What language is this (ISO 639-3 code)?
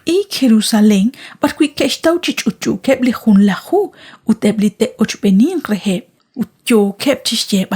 kek